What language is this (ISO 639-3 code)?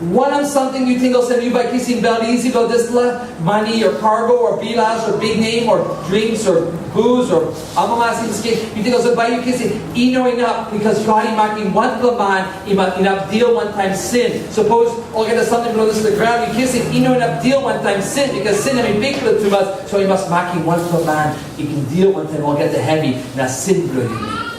tpi